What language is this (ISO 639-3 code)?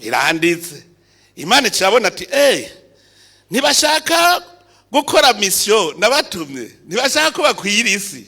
run